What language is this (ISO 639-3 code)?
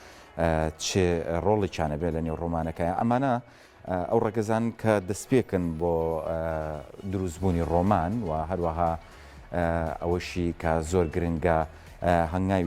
ckb